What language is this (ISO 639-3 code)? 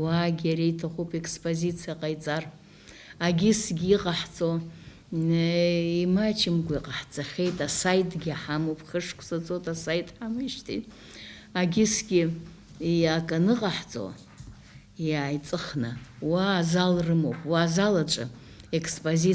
abk